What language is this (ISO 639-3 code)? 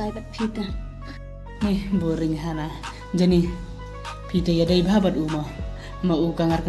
kha